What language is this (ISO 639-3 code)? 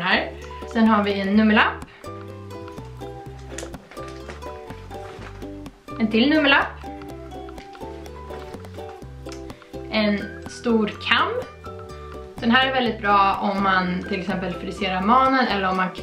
swe